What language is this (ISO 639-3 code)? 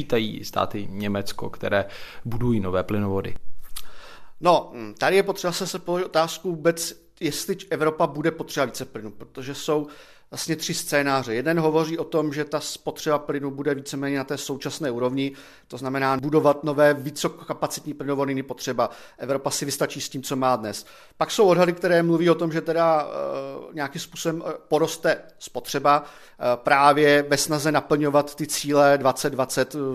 ces